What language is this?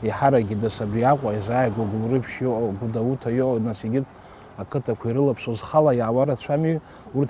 Abkhazian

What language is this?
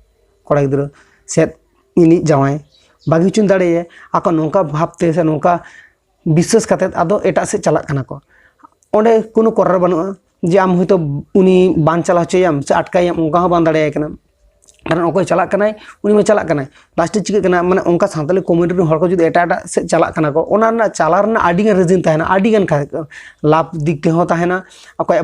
Santali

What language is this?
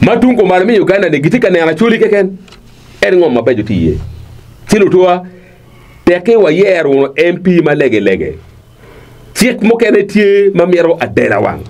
Acoli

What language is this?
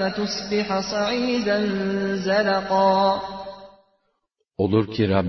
Turkish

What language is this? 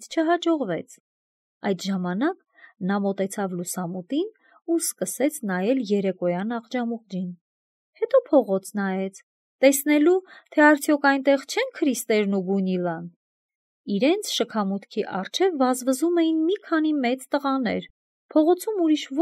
Armenian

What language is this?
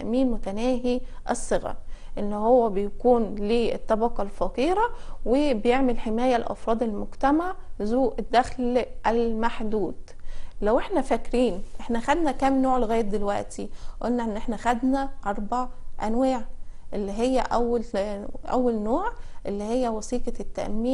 Egyptian Arabic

